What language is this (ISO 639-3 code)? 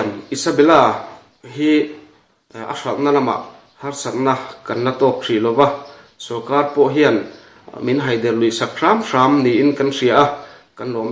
lus